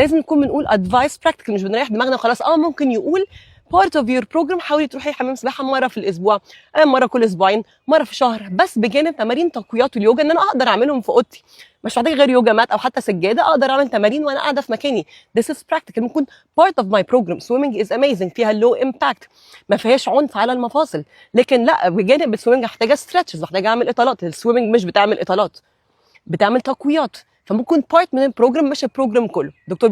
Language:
Egyptian Arabic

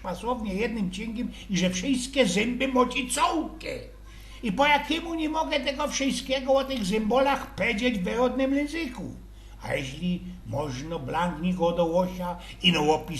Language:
Silesian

